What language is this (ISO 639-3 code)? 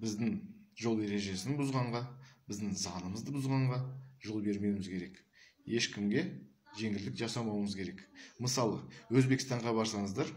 kaz